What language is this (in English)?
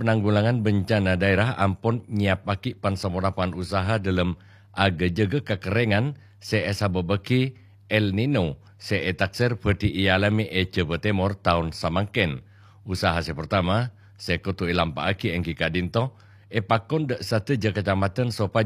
Madurese